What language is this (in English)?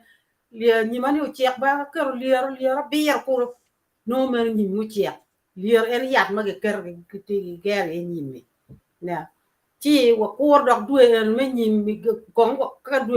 Acoli